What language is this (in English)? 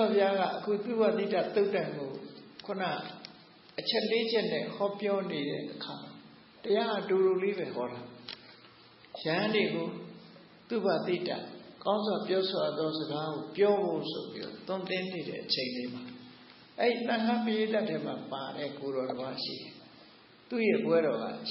Burmese